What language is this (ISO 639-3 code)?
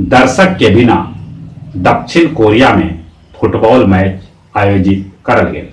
mag